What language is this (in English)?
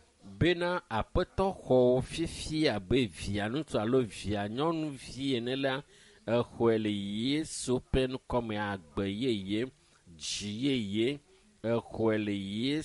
Ewe